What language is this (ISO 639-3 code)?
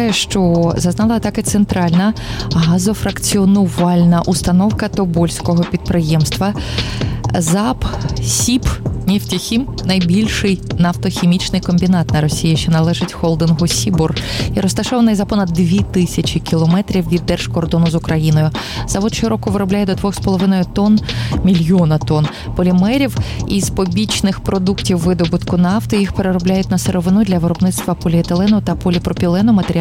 ukr